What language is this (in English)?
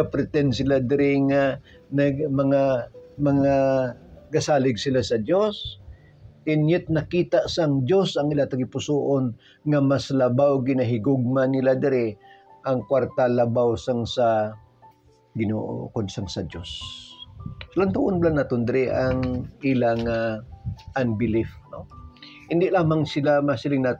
Hiligaynon